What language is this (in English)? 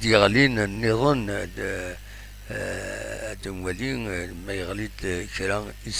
Kabyle